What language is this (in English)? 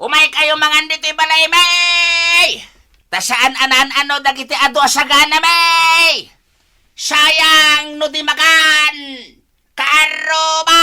Iloko